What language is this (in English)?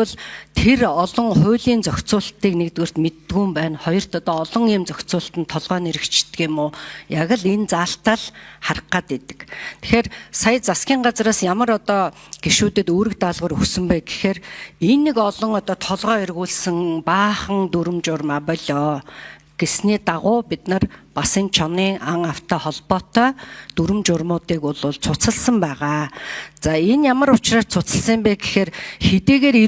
Mongolian